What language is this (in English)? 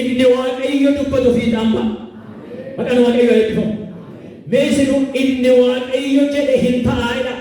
Oromo